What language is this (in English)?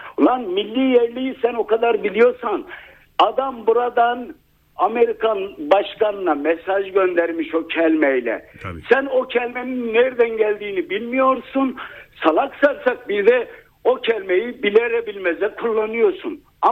Turkish